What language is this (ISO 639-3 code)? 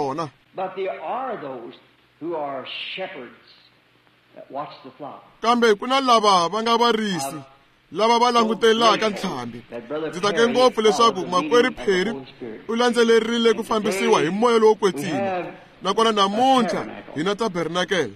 tso